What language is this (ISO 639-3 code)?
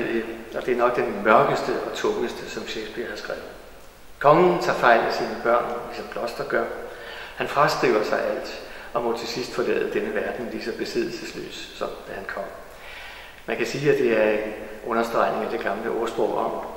dan